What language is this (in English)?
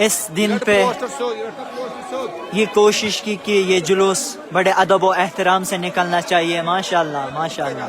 Kashmiri